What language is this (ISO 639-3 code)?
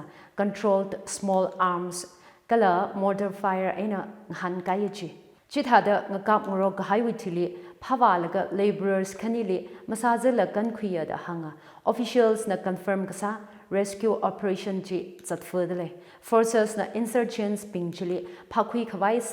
nmf